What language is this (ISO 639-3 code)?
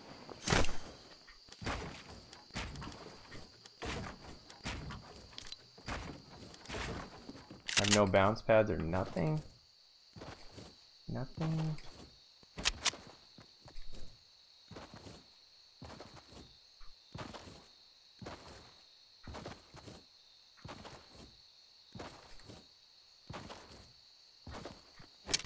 eng